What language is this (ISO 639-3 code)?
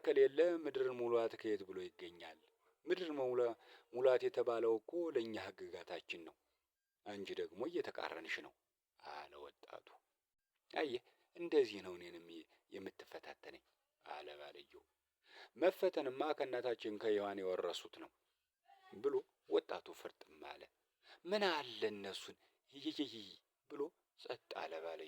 amh